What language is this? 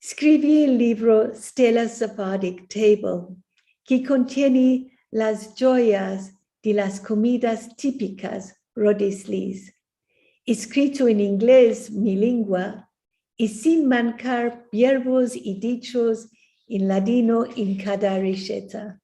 Ladino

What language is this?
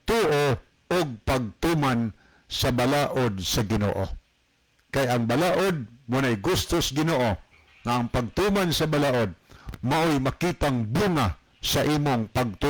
Cebuano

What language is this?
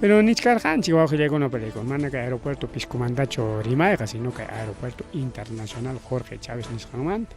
Ayacucho Quechua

